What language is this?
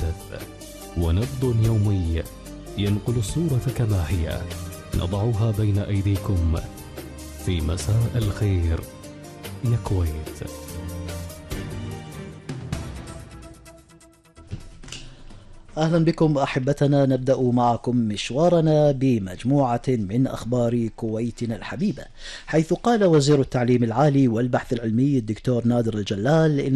Arabic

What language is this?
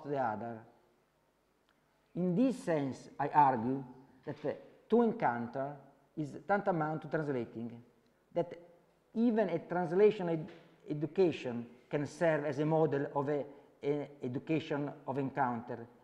English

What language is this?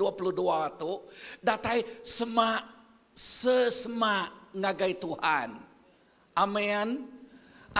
Iban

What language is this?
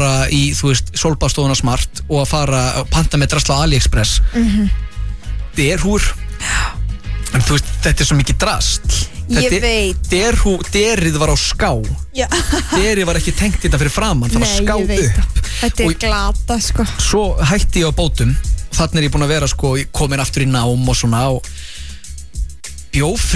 Icelandic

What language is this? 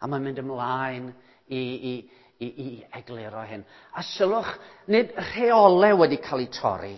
Welsh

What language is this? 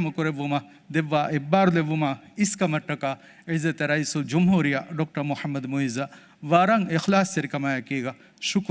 Divehi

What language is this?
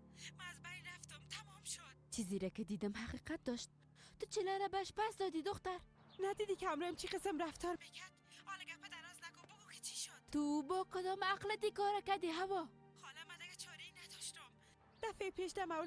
Persian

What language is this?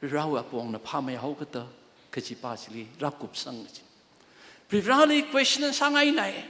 Tangkhul Naga (India)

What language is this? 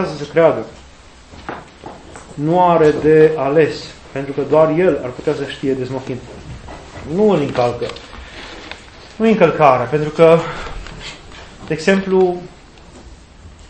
Romanian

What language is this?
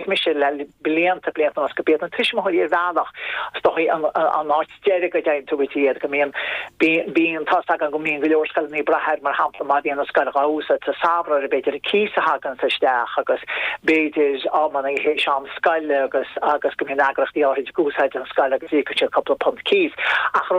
Irish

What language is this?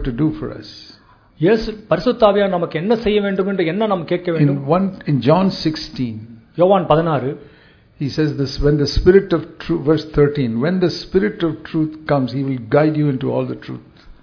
Tamil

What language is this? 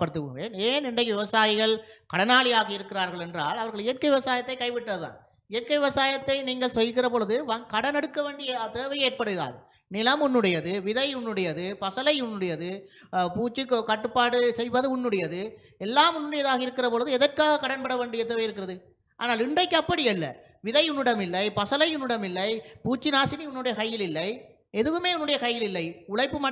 Tamil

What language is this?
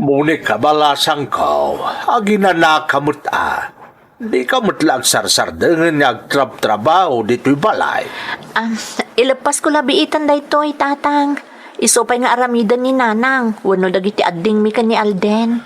Iloko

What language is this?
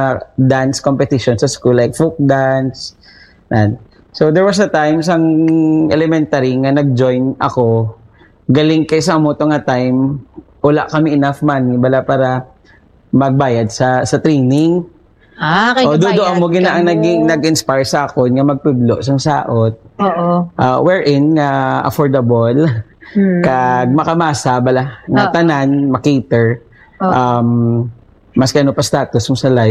Hiligaynon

